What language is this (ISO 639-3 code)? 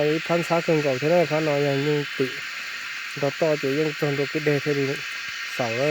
hmn